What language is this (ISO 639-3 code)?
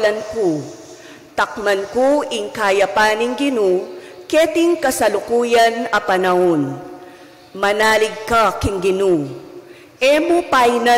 pam